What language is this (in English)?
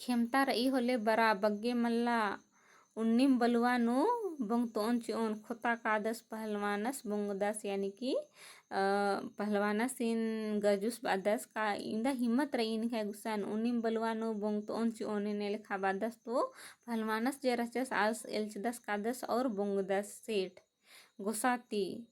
Kurukh